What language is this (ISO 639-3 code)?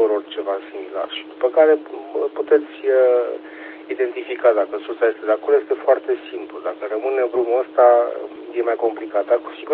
ron